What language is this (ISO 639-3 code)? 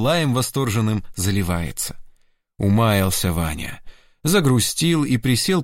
rus